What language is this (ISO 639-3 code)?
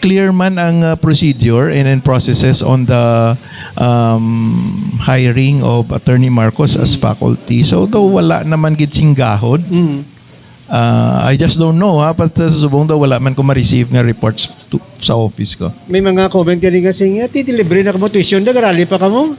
hil